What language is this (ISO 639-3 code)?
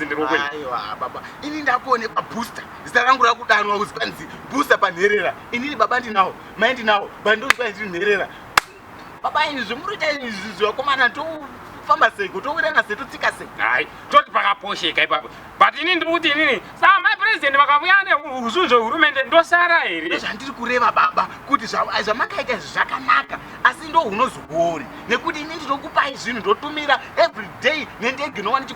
sna